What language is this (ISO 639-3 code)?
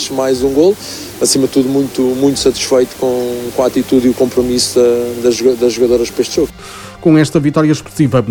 por